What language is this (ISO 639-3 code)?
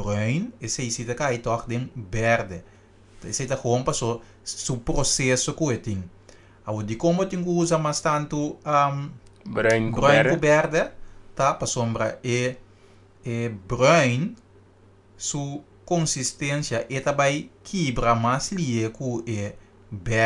pap